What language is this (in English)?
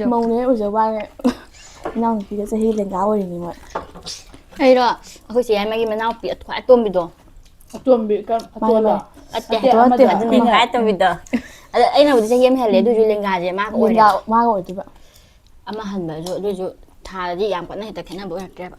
Manipuri